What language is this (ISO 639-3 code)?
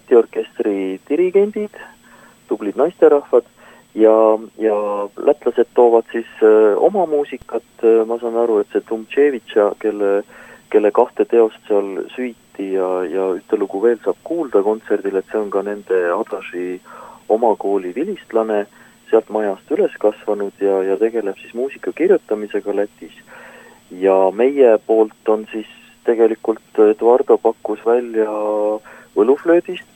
est